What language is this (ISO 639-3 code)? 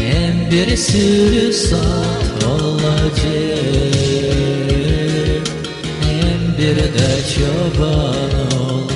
gag